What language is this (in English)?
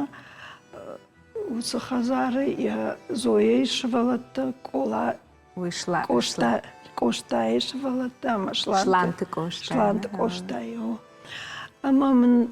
Ossetic